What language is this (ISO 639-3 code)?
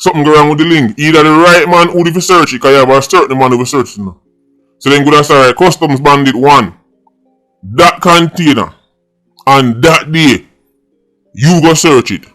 jam